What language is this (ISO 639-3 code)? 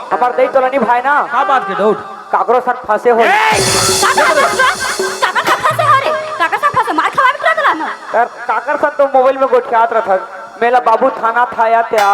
hne